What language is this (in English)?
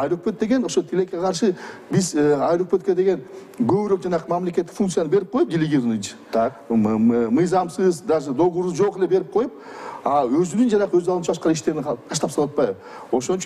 Kyrgyz